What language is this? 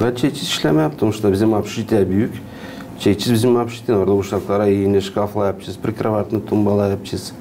Gagauz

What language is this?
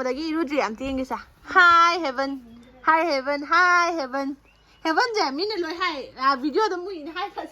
Manipuri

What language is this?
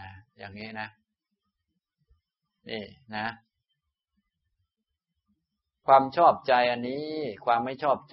Thai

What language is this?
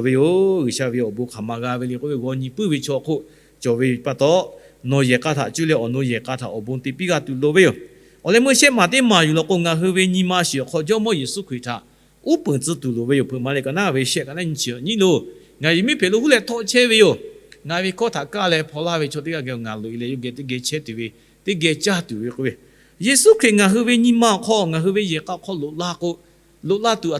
Lahu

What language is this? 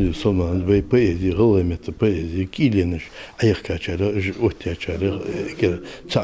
Ingush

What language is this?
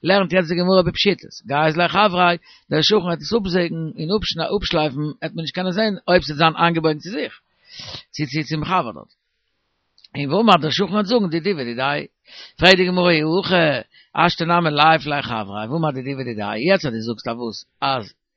Yiddish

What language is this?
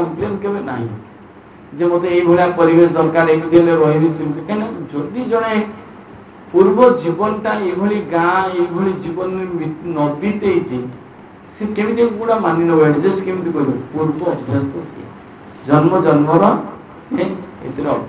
Odia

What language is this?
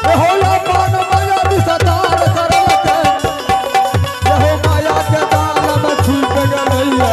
Maithili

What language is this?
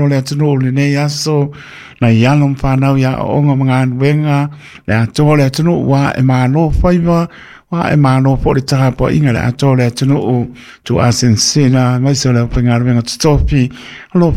Samoan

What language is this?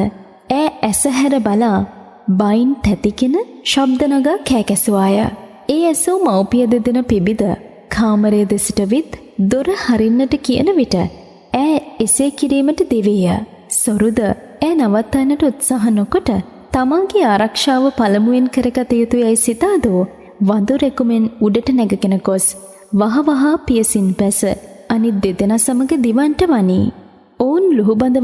Sinhala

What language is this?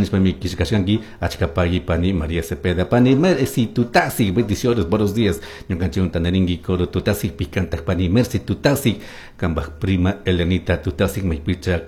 Chimborazo Highland Quichua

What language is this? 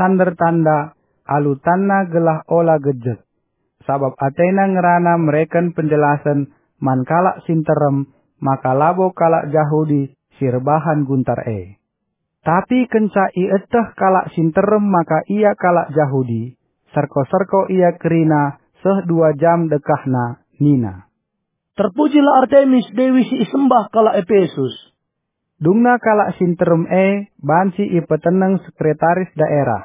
Batak Karo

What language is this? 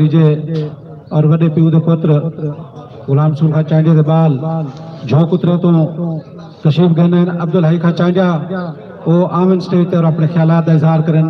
Saraiki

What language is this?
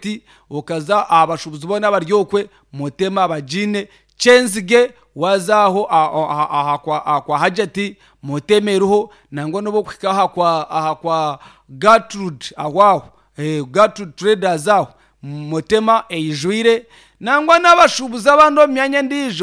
Nyankole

